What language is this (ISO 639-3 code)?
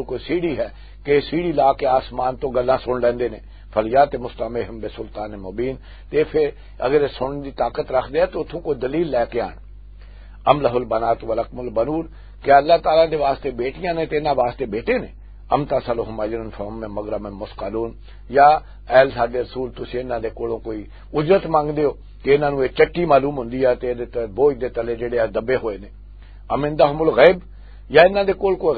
lah